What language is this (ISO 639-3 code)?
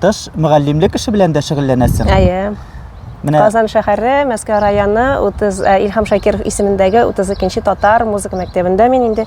tat